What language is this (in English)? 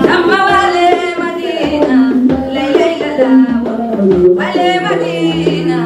Fula